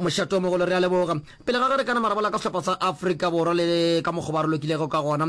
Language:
Northern Sotho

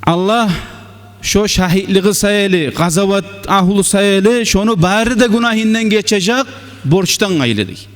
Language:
Kumyk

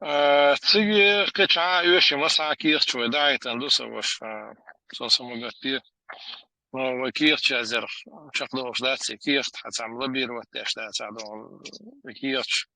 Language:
Chechen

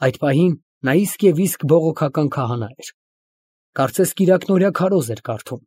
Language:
Armenian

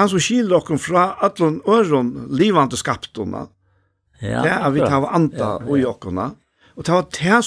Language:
Faroese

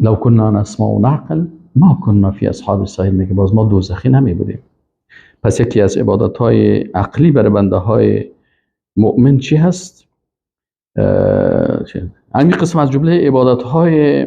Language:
Persian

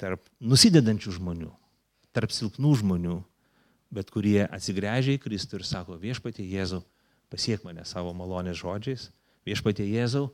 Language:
Lithuanian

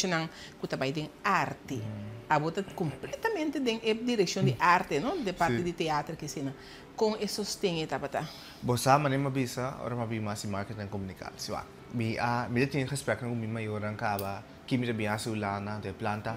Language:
Papiamento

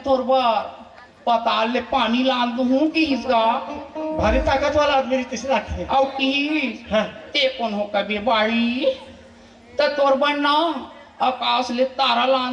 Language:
Chhattisgarhi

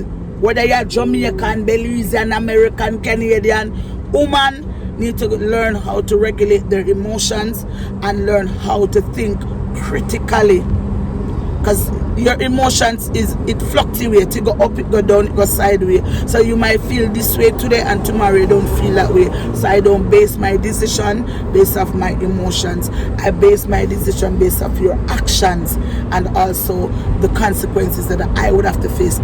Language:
Jamaican Creole English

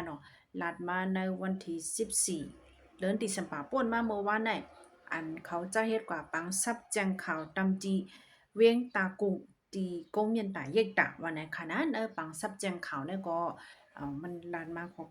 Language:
Shan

